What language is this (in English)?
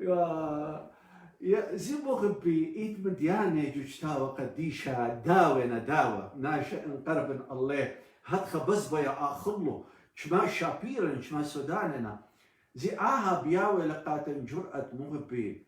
Assyrian Neo-Aramaic